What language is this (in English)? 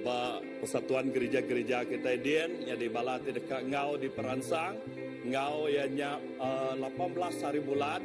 Iban